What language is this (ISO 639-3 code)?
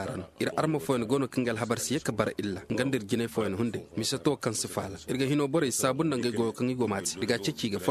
ses